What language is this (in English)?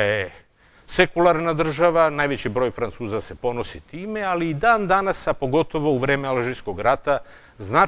Serbian